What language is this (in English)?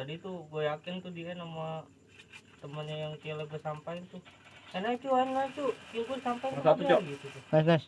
Betawi